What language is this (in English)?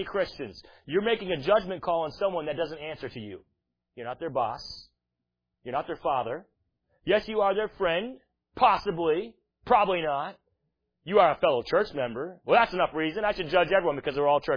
English